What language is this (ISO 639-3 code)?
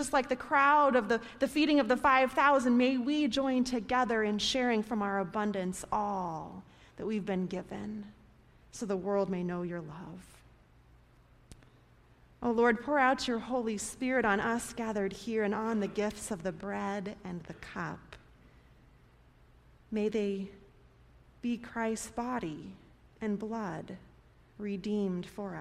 eng